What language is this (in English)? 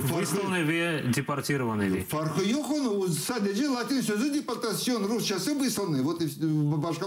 Crimean Tatar